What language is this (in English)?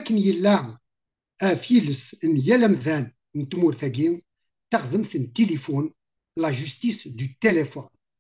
Kabyle